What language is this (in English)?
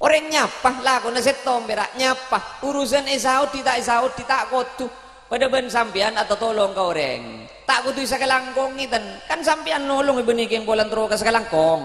Madurese